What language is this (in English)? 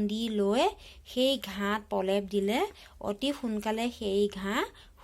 Assamese